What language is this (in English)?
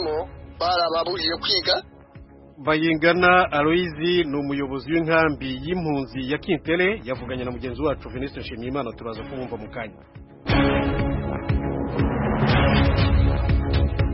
Kinyarwanda